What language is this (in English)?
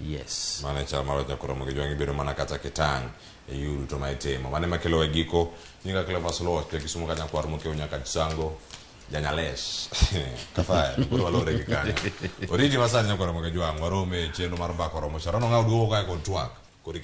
Luo (Kenya and Tanzania)